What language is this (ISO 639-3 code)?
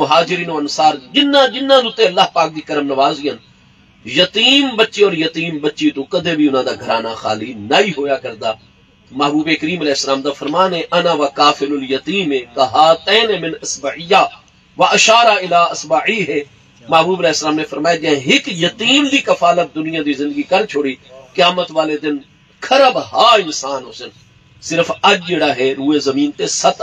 skr